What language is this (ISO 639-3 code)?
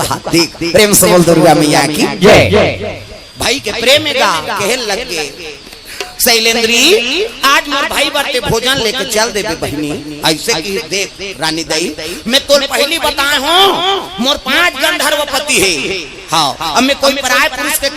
hne